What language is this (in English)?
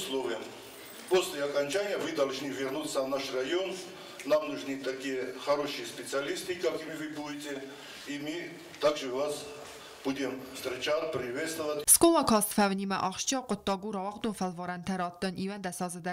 Ossetic